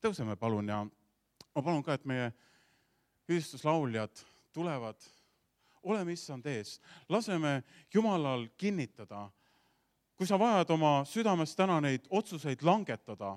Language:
Estonian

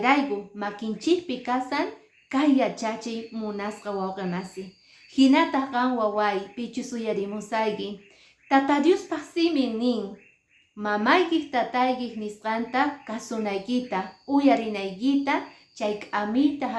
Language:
Quechua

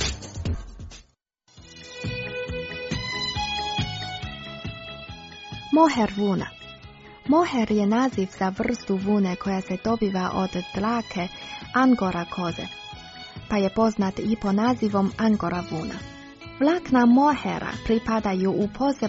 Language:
Croatian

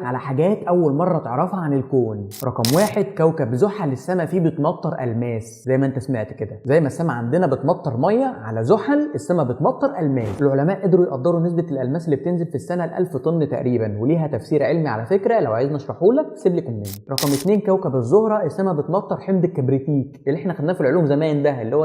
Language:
Egyptian Arabic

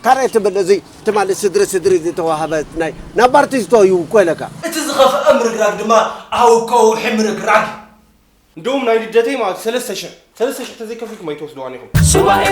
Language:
Tigrinya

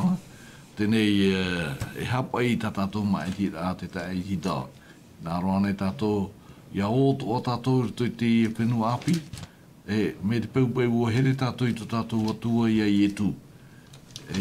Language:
Tahitian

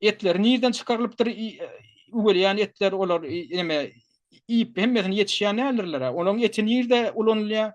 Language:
Turkmen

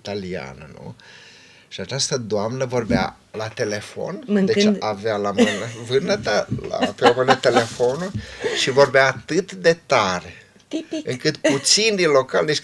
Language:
Romanian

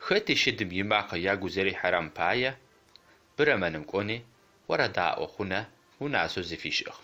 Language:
Adyghe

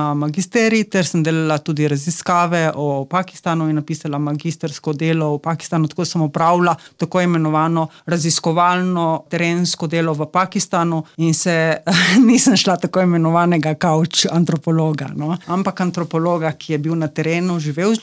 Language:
Slovenian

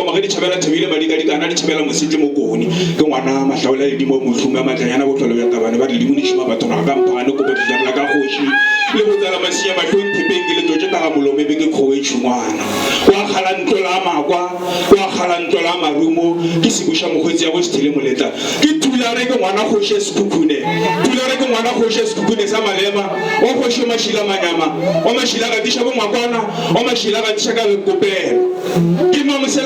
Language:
Northern Sotho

